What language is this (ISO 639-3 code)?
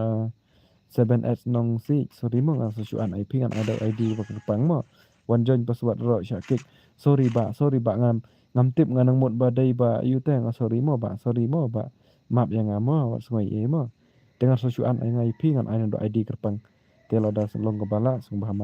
kha